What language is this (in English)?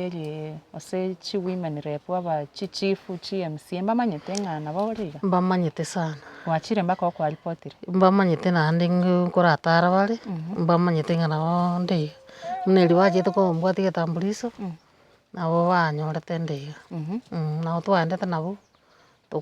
Gusii